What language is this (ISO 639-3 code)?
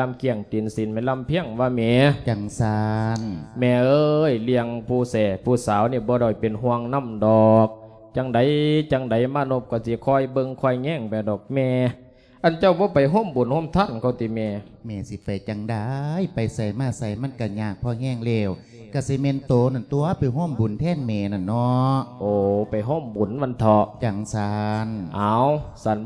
lao